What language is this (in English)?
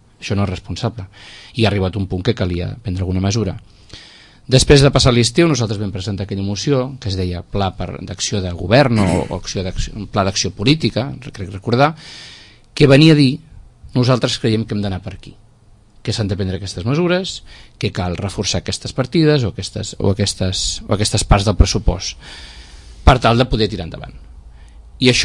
Catalan